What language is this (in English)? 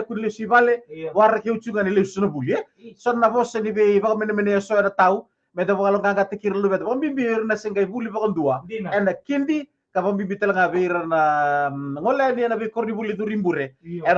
Fijian